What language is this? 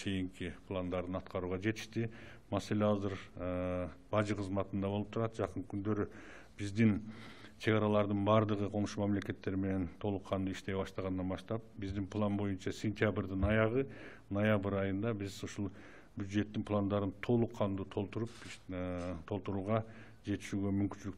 Kyrgyz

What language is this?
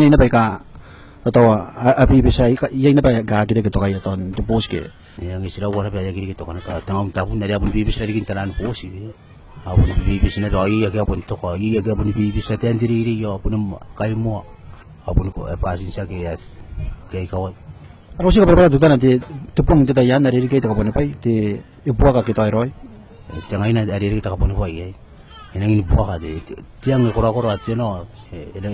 Gilbertese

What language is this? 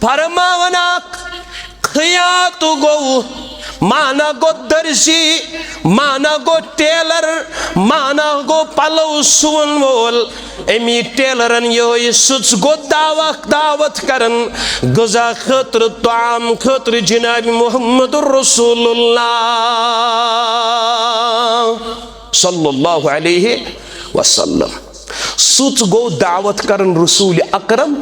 Kashmiri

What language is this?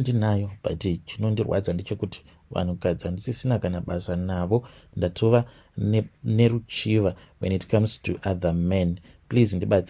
Shona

